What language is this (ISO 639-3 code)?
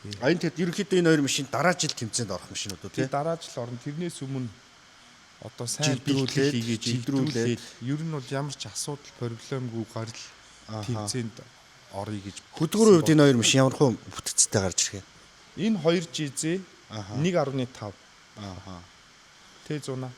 mon